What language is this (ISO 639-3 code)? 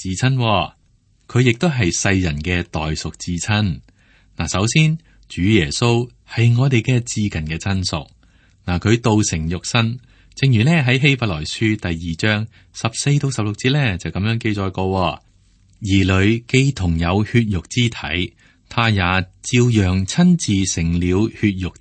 yue